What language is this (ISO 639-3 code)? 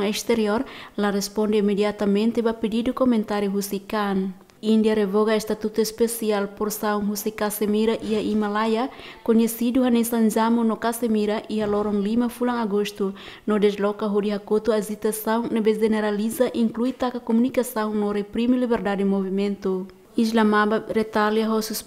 tet